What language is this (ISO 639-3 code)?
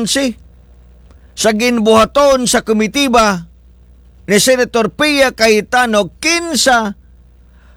ceb